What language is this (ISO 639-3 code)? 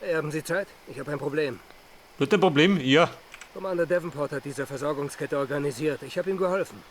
bar